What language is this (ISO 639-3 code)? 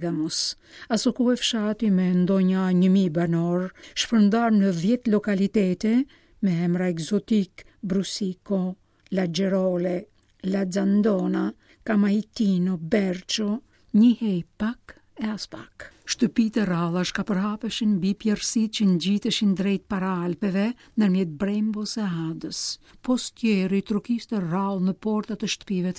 sqi